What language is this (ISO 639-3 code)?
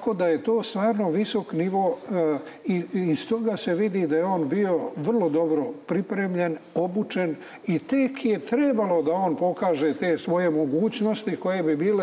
srp